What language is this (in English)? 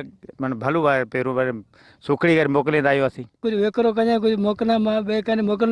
Sindhi